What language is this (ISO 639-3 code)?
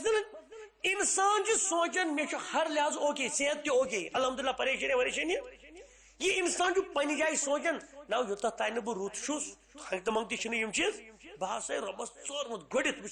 kas